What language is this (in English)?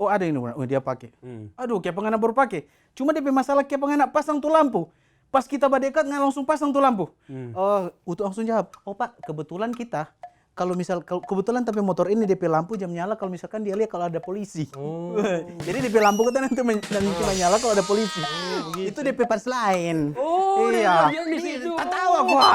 Manado Malay